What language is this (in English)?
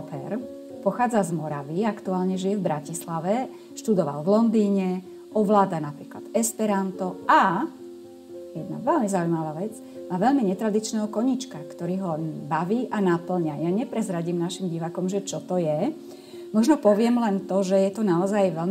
Slovak